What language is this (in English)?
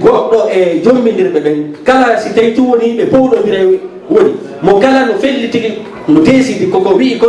Fula